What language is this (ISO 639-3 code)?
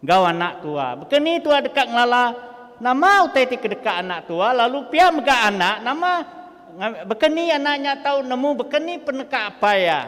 iba